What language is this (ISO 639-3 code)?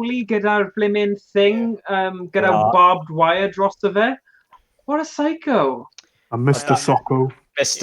cym